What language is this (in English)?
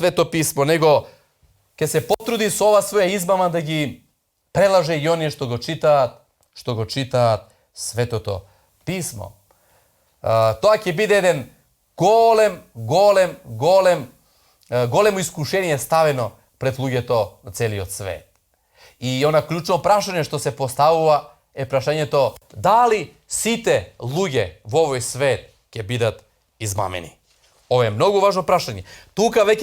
Macedonian